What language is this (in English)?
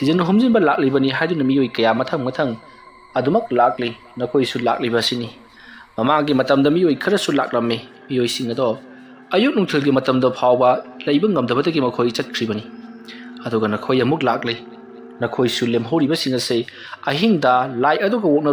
Manipuri